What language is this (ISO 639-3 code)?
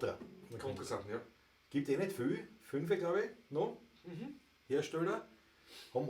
bar